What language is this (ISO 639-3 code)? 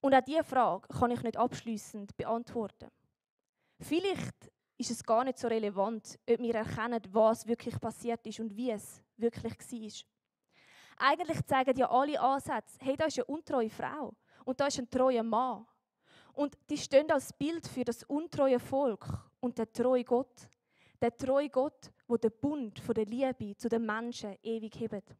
gsw